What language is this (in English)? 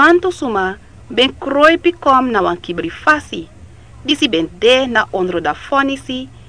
Sranan Tongo